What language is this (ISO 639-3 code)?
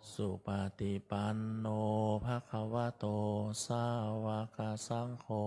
pli